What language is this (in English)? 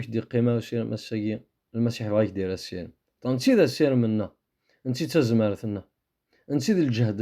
Kabyle